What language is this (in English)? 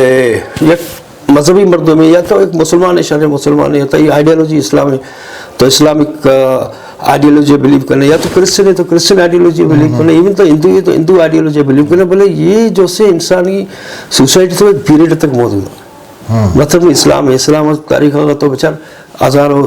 Eastern Balochi